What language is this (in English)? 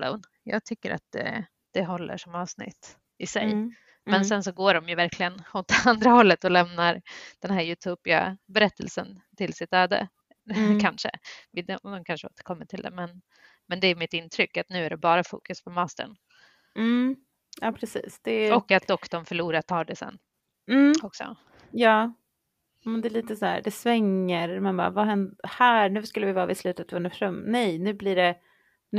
Swedish